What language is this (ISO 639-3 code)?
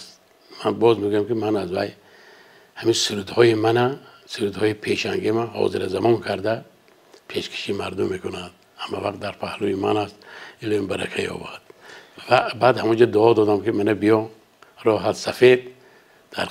tgk